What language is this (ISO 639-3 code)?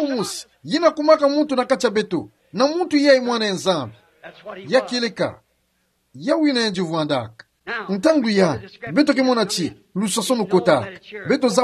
ktu